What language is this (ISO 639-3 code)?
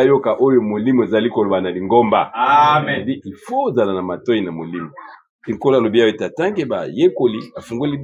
lin